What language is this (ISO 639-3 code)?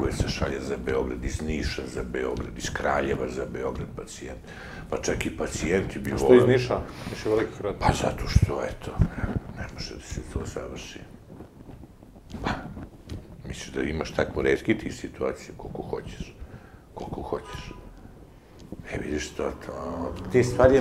srp